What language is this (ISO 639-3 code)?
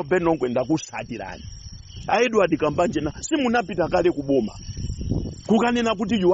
nya